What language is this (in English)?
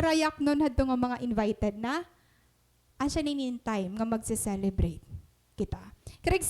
Waray